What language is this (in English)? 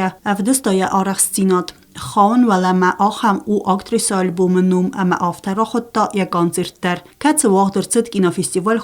Ossetic